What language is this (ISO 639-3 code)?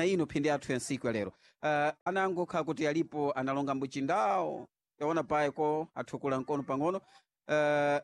seh